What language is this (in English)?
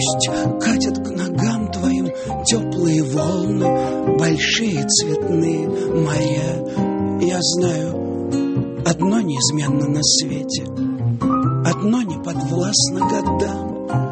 Russian